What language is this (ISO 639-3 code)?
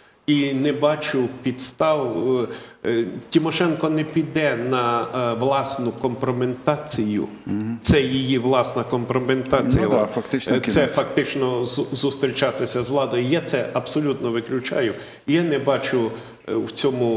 ukr